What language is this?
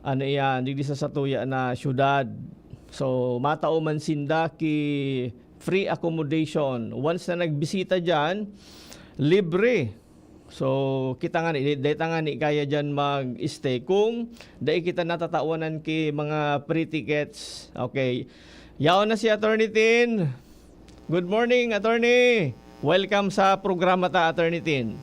Bikol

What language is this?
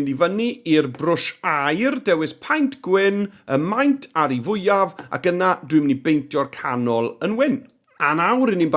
Welsh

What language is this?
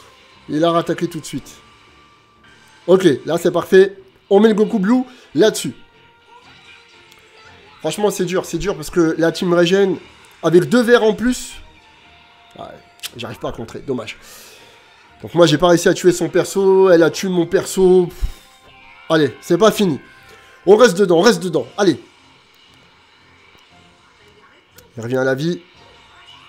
French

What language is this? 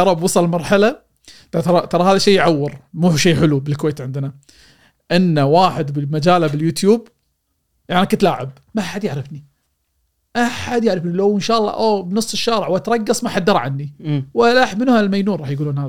Gulf Arabic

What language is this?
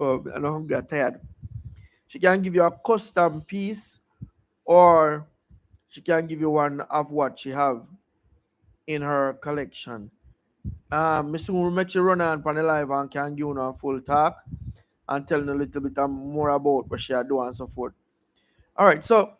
Jamaican Creole English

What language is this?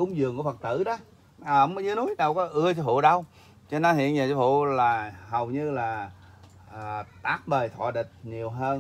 Vietnamese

